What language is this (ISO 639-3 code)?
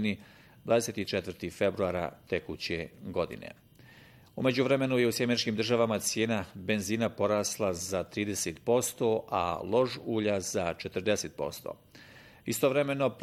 bos